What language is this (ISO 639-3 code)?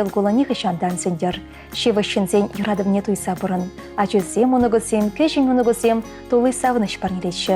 chv